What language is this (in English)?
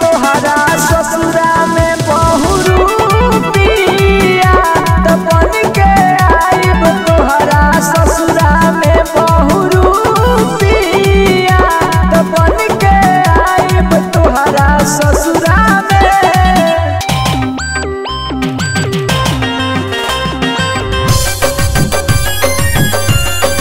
Bhojpuri